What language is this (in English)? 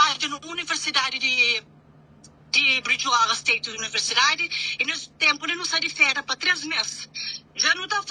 Kabuverdianu